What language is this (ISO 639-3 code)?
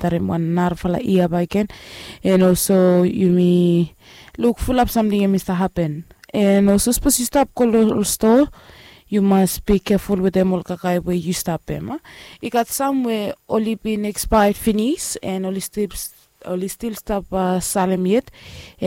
bis